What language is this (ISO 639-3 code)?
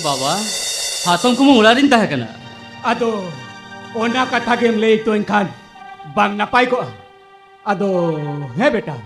sat